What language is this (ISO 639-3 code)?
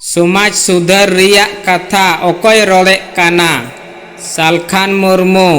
sat